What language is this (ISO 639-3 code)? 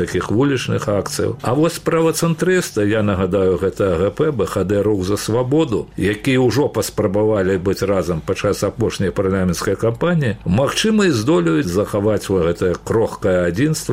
bel